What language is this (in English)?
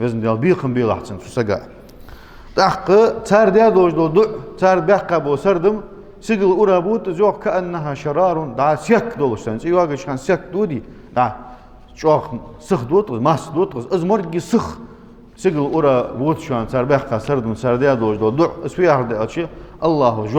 Ingush